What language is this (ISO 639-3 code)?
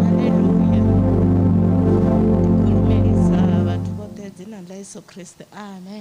ven